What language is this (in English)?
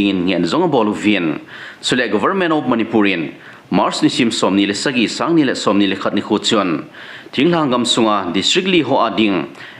Thado Chin